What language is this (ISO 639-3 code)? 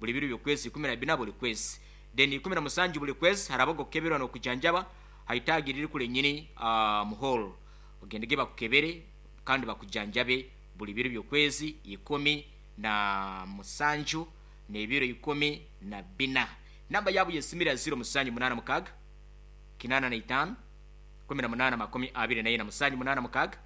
nyo